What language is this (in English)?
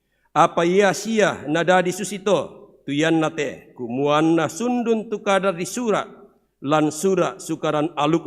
Toraja-Sa'dan